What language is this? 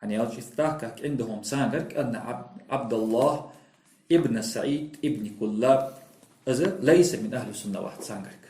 Ingush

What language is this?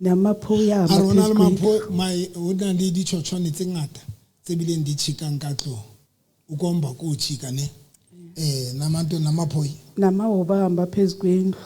Southern Sotho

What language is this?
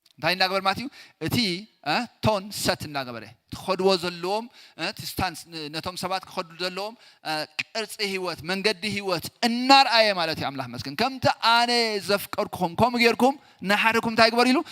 Tigrinya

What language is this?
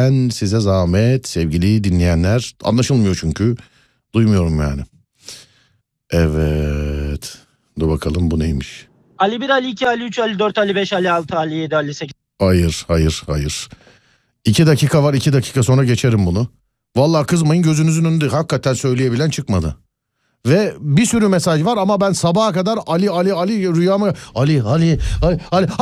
Turkish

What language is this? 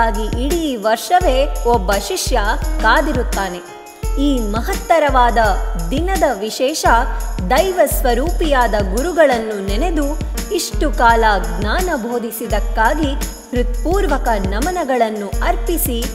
Kannada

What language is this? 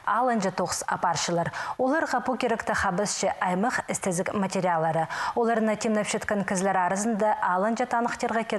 Khakas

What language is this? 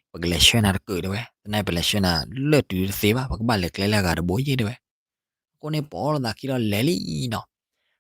S'gaw Karen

